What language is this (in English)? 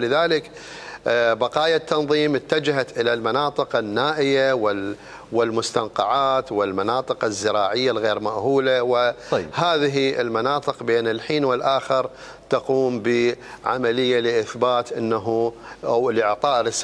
Mesopotamian Arabic